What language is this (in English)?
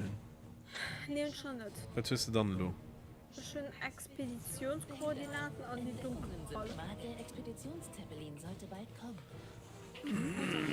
Luxembourgish